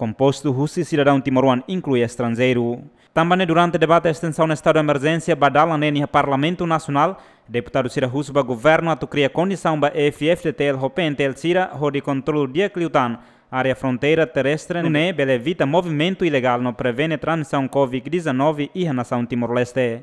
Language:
Tetum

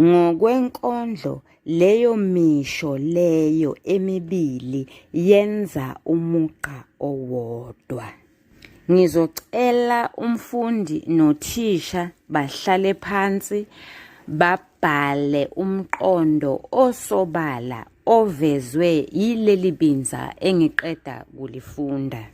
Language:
Zulu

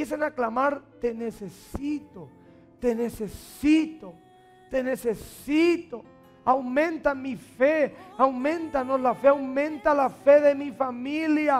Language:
Spanish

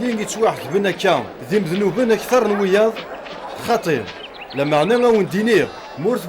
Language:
Kabyle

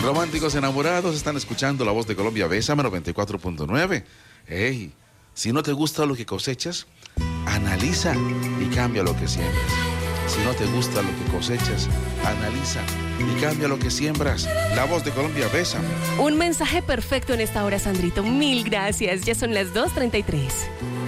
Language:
Spanish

